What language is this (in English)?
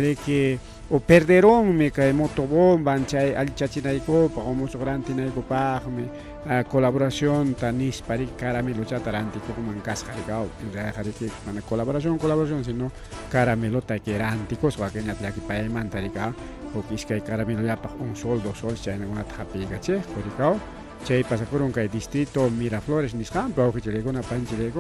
Ayacucho Quechua